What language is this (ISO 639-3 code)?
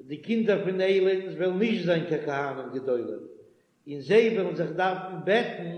yid